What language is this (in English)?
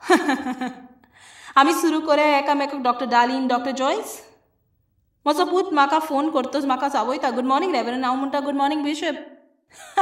Konkani